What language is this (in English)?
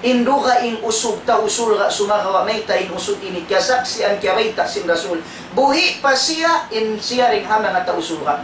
Tausug